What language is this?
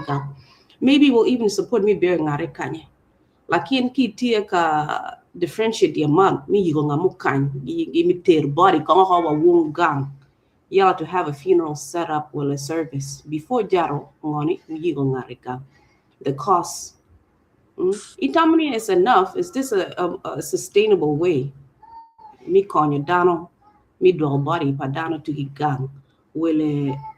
Acoli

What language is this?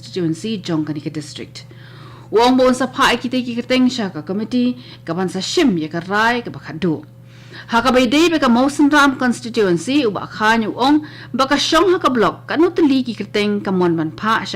Khasi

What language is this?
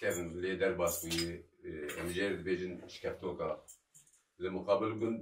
Kurdish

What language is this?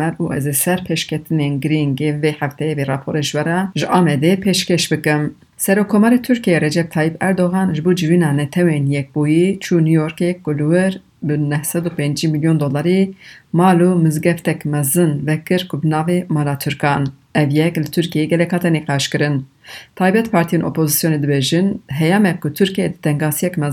Kurdish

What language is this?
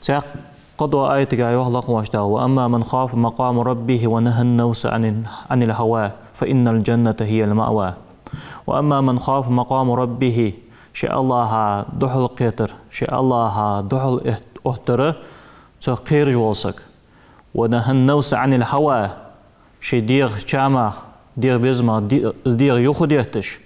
Ingush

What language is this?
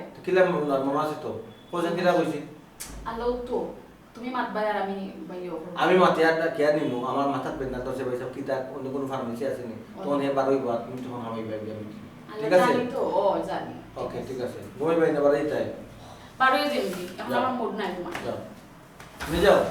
Sylheti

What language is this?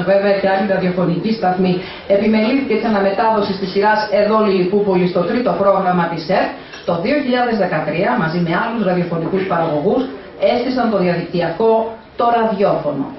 Greek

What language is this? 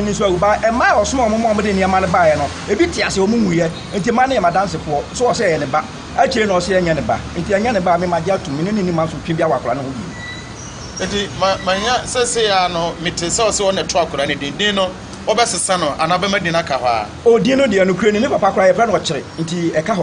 Akan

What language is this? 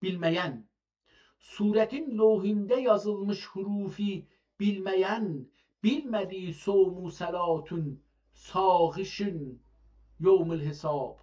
South Azerbaijani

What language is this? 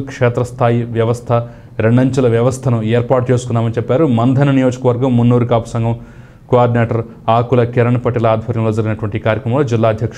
Telugu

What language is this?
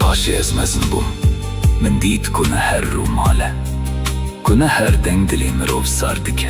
Kurdish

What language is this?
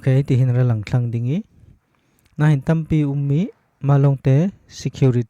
Falam Chin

